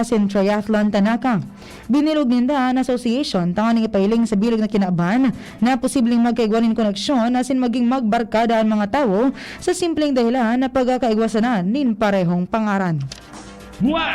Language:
Bikol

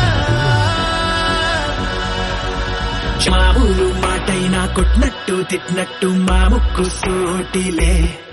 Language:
Telugu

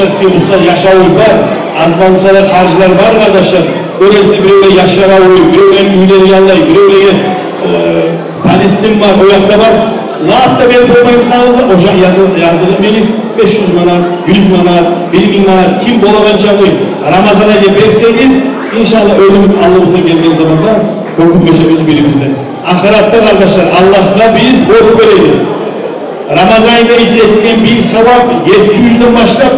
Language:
Kumyk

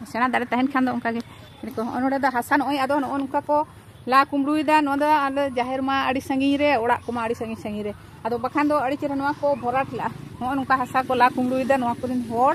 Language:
Santali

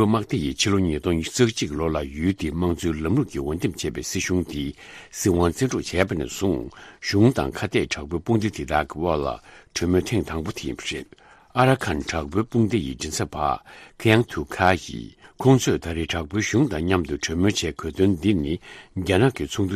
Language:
Tibetan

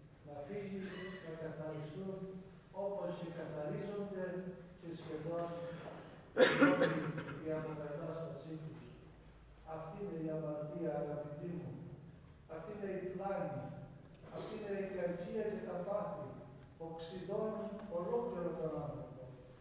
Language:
Greek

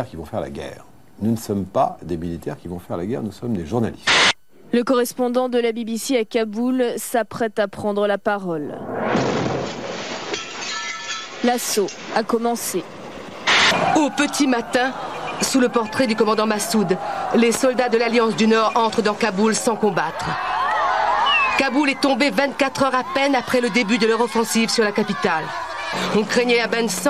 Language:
French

